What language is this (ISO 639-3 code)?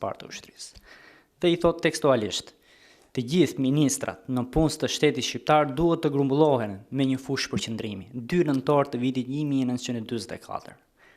sqi